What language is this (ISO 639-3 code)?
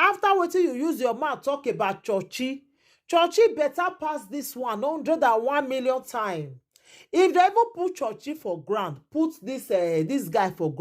pcm